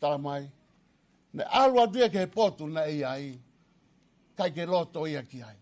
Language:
Tongan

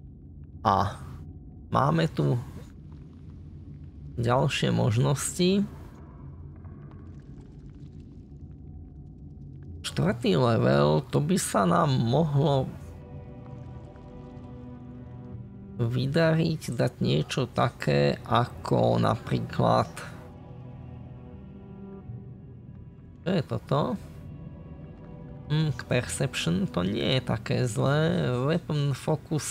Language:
Slovak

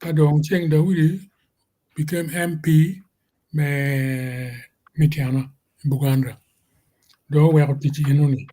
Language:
Acoli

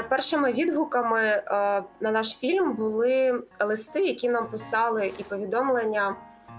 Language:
Ukrainian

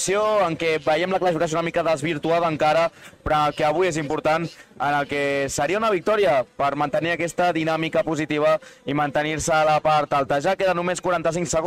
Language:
Catalan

